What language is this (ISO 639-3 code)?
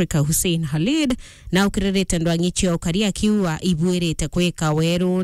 mer